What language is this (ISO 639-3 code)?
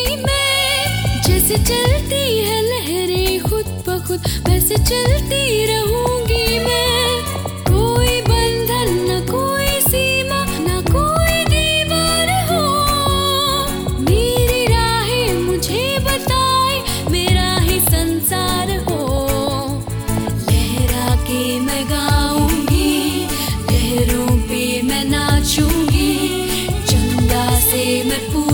hin